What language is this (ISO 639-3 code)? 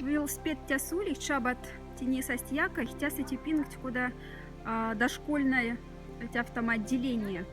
mdf